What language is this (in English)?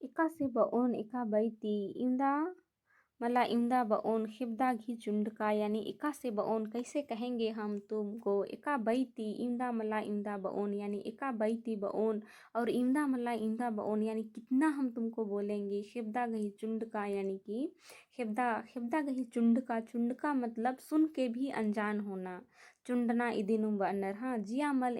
Kurukh